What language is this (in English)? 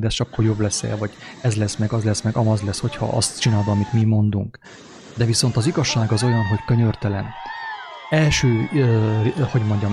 Hungarian